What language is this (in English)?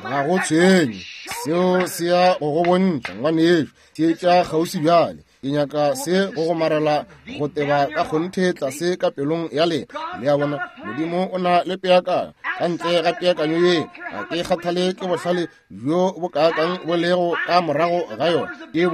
Northern Sotho